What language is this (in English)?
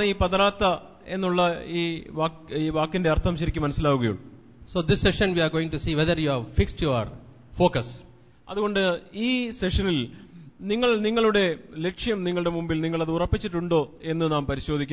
Malayalam